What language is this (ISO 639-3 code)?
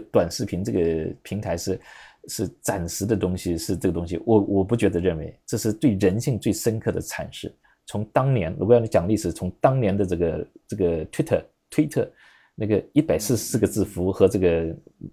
zho